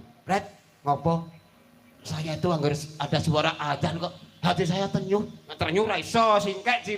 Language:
Javanese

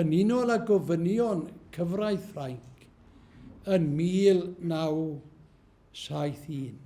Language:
Welsh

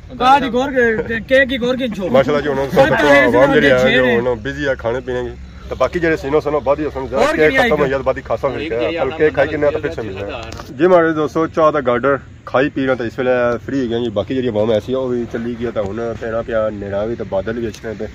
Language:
Pahari-Potwari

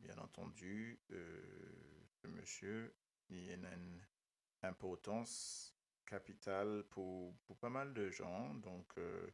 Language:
Morisyen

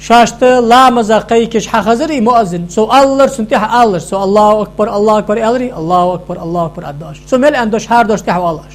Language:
Ingush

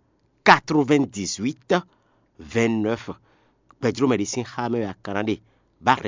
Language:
Fon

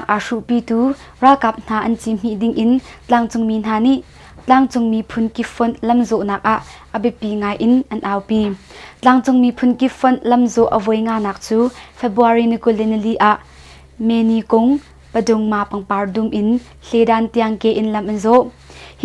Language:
Hakha Chin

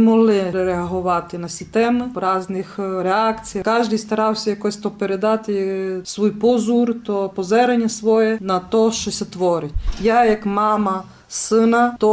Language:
Rusyn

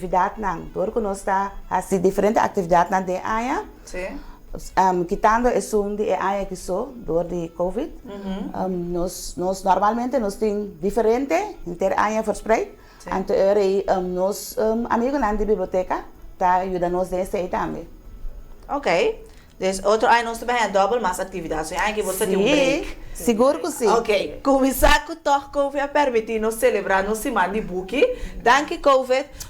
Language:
Papiamento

